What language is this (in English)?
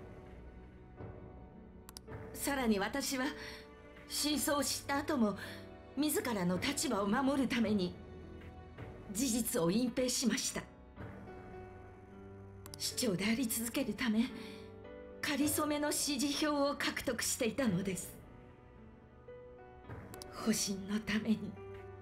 Japanese